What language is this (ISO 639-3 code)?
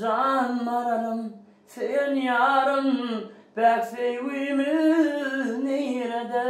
tuk